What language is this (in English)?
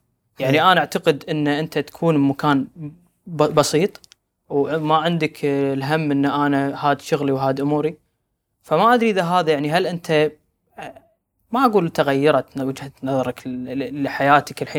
Gulf Arabic